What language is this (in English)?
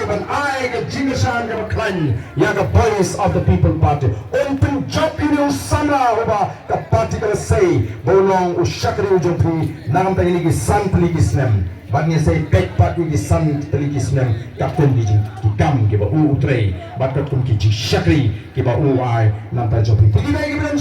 Khasi